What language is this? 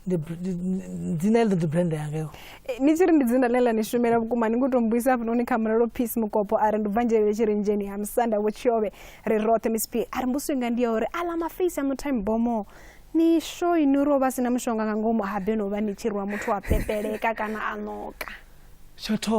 Venda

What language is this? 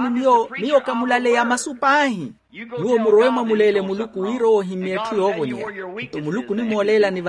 Makhuwa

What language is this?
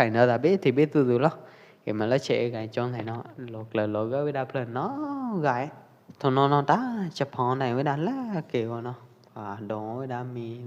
Pwo Eastern Karen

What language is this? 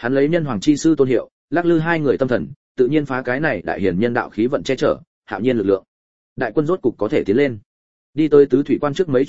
Vietnamese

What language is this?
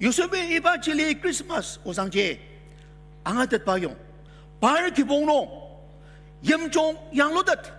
Ao Naga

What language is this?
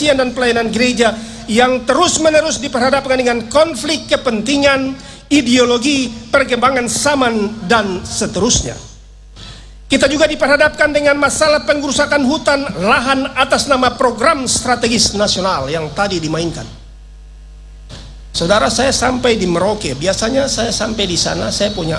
Indonesian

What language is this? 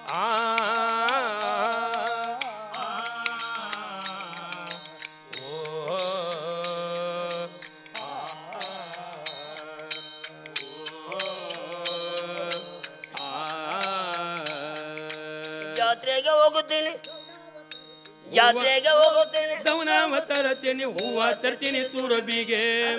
Kannada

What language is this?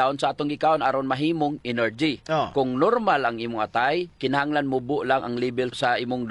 Cebuano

